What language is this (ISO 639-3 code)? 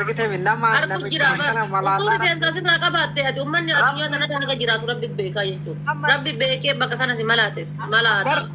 orm